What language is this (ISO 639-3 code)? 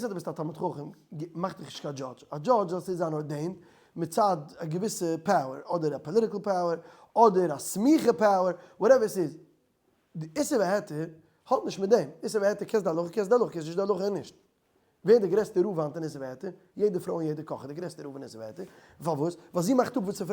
yid